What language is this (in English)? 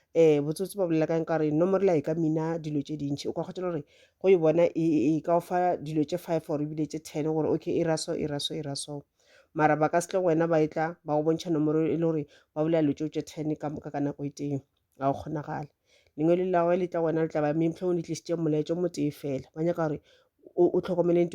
Northern Sotho